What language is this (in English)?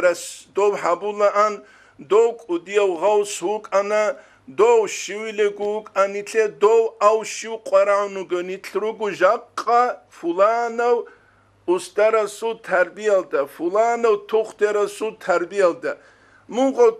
Avaric